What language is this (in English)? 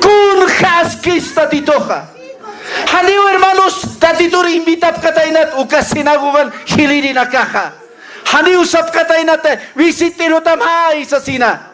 Aymara